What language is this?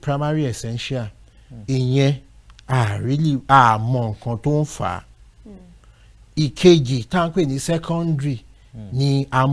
Yoruba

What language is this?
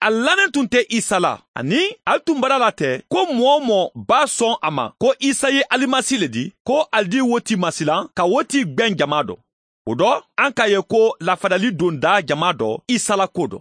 Mandingo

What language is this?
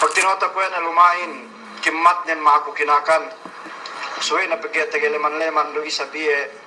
Yakan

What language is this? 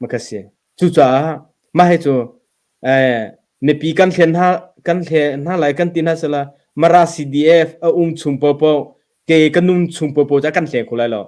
Hakha Chin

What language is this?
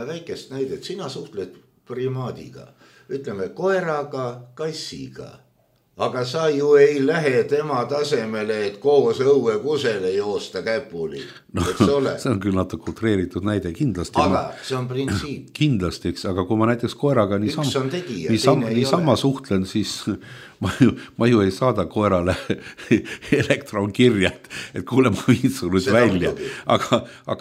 Estonian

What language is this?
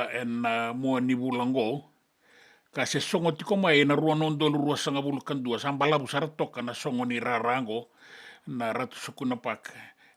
Fijian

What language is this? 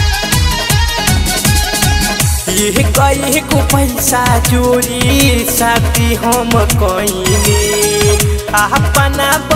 Bhojpuri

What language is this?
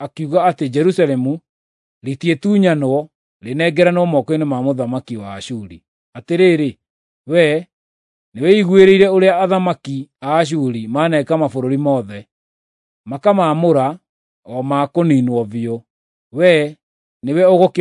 Kikuyu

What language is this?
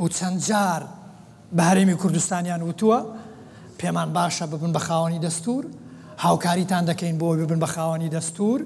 Central Kurdish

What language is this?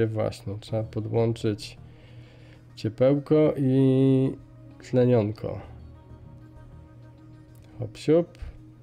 Polish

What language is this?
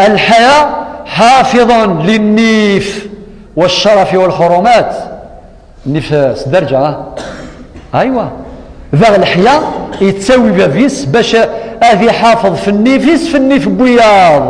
Kabyle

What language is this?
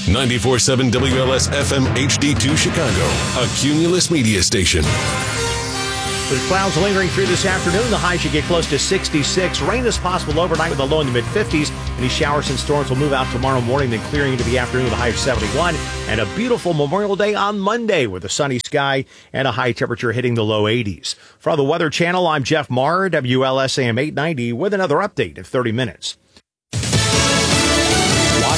English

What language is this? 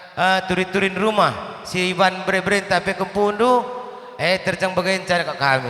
Batak Karo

